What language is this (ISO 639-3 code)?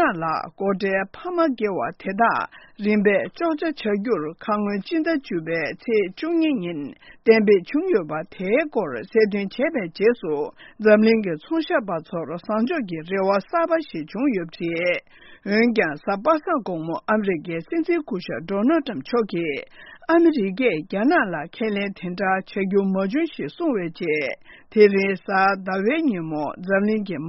bod